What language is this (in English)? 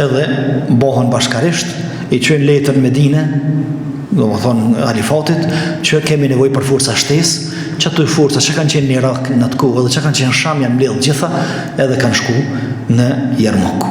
Albanian